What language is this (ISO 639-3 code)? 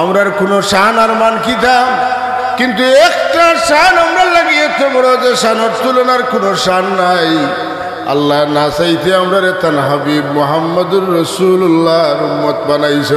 syl